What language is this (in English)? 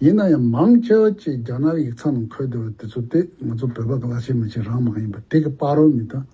Tibetan